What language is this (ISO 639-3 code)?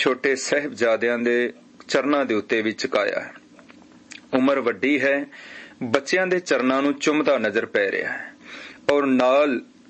pan